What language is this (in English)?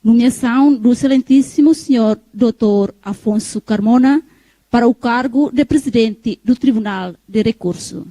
Tetum